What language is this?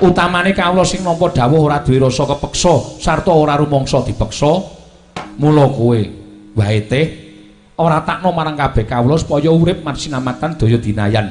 Javanese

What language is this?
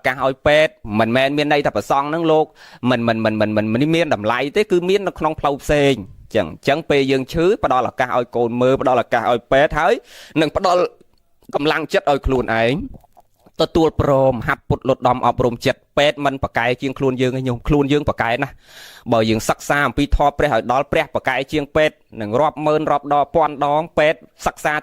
Khmer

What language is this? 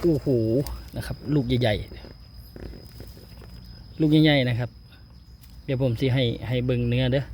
Northeastern Thai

